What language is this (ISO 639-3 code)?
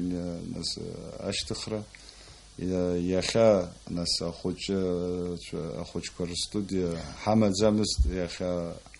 abk